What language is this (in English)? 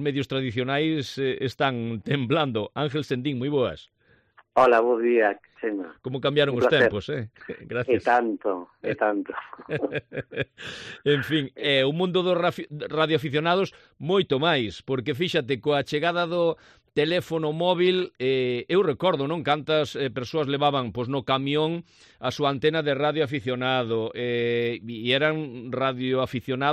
Galician